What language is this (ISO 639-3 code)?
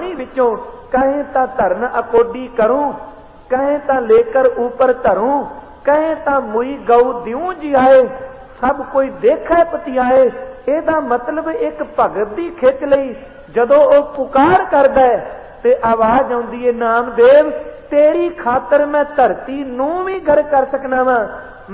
pan